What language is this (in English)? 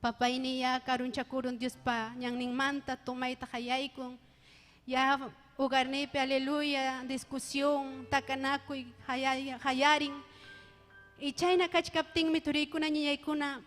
Ayacucho Quechua